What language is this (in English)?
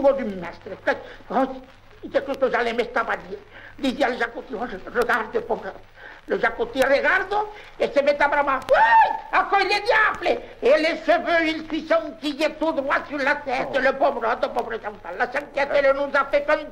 Occitan